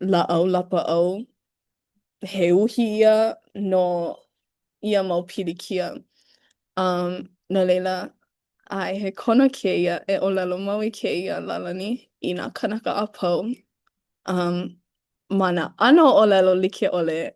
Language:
Hawaiian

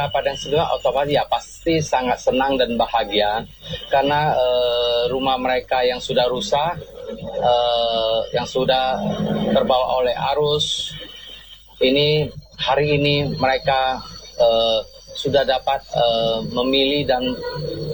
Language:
Indonesian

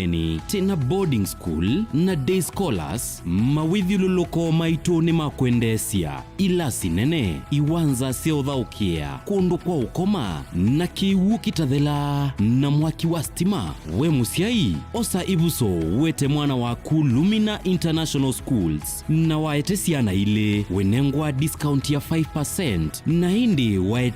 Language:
Kamba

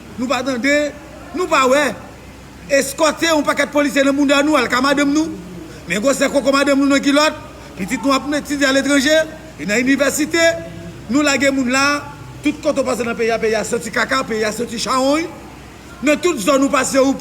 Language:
Haitian Creole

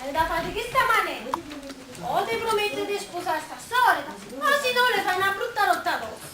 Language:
Neapolitan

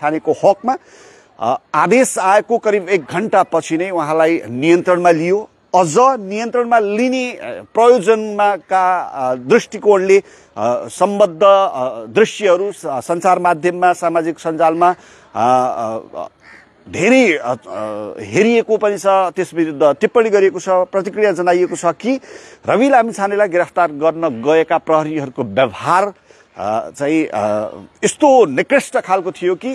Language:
Nepali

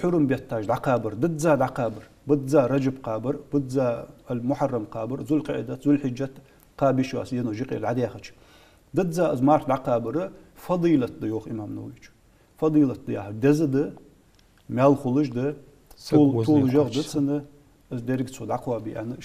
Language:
Ingush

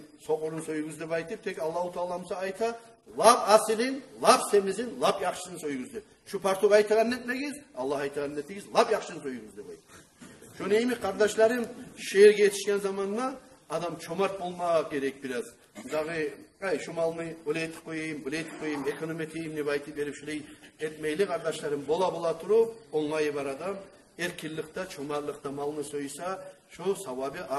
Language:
Kumyk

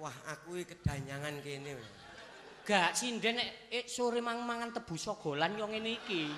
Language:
Javanese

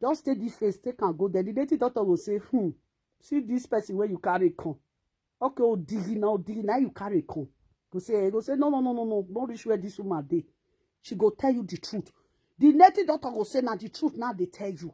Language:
Nigerian Pidgin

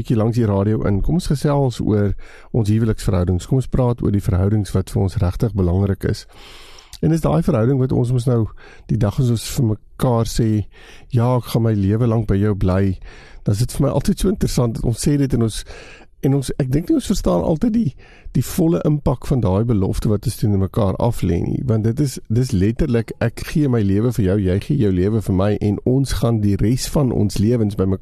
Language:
Afrikaans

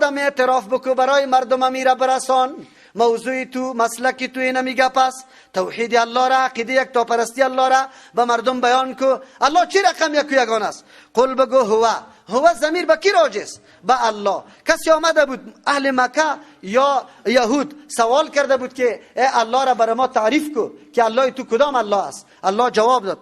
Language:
Persian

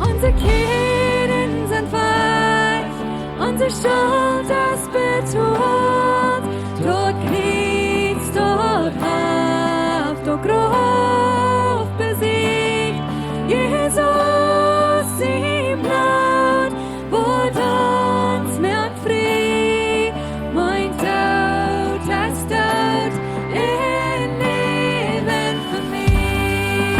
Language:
Plautdietsch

